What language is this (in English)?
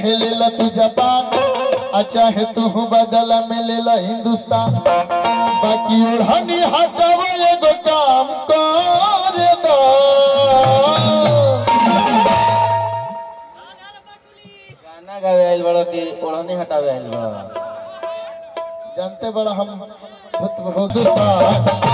Bhojpuri